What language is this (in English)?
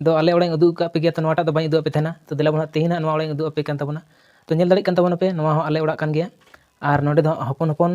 Santali